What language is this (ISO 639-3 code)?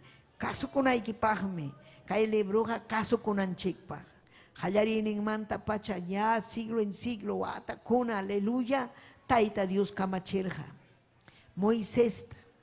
quy